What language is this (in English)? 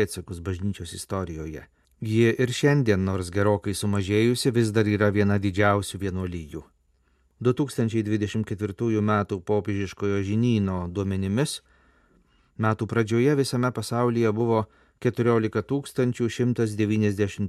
Lithuanian